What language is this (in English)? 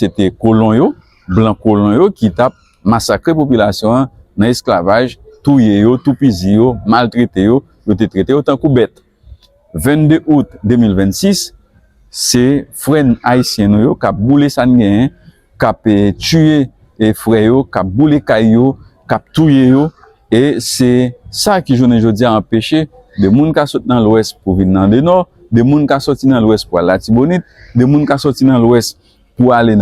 Haitian Creole